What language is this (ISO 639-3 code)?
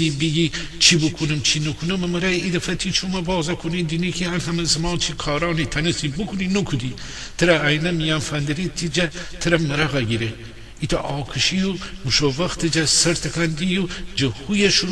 glk